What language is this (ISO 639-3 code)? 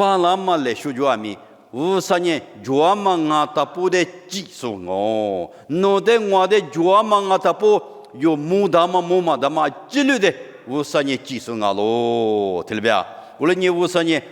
lis